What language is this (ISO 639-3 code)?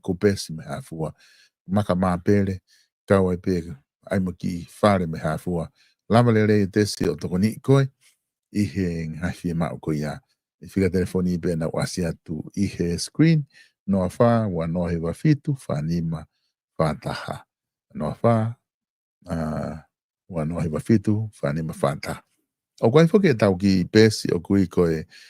ton